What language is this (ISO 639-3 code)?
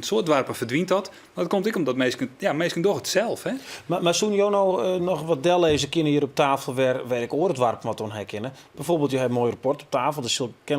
fry